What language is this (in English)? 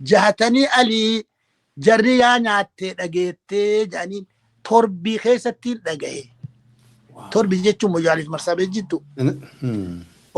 Oromo